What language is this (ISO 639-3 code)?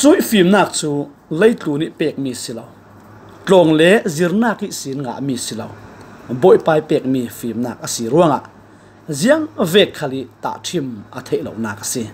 cfm